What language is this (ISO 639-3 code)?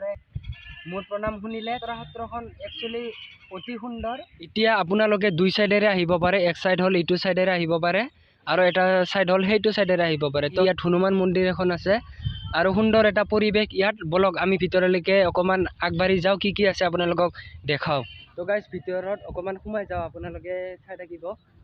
asm